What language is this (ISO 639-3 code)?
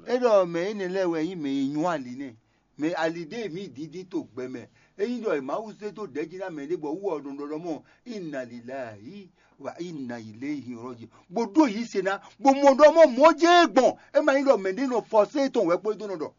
fon